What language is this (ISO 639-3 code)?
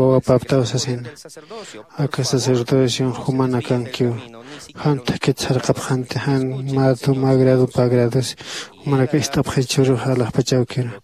aym